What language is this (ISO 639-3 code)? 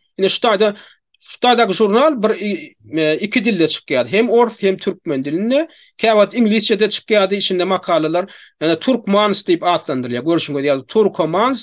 tuk